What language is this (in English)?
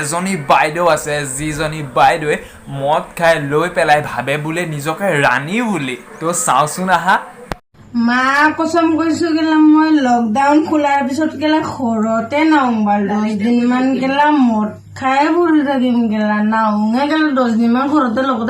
Assamese